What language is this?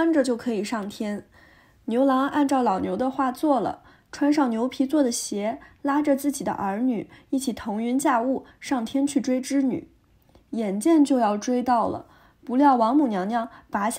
Chinese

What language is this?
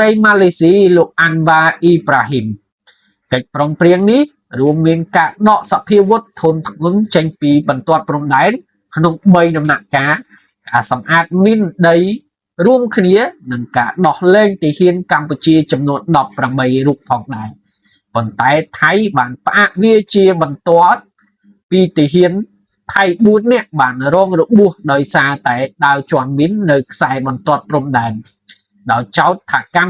Khmer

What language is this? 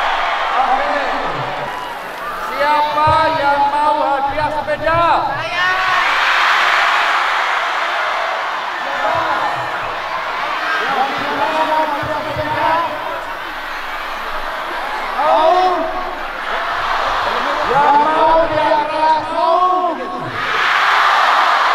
Indonesian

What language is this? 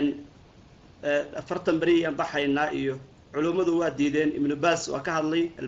Somali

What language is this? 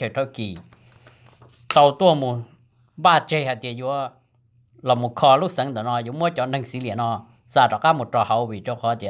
Vietnamese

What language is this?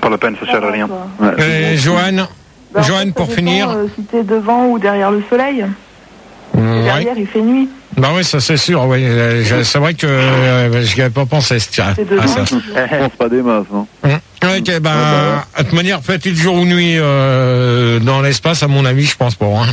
French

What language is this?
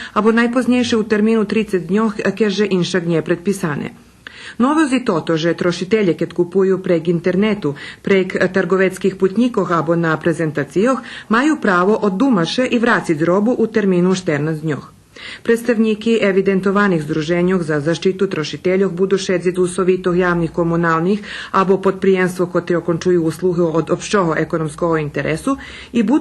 Rusyn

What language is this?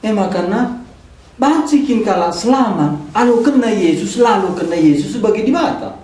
Batak Karo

